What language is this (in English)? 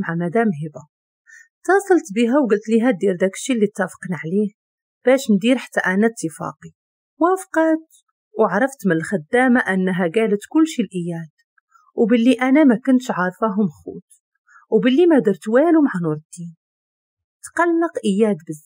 Moroccan Arabic